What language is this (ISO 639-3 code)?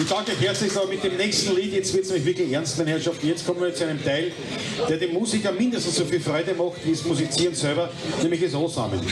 bar